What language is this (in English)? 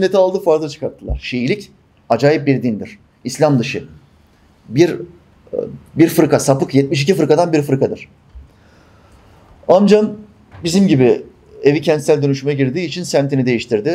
Turkish